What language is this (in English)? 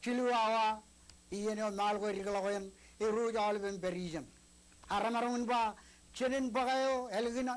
Marshallese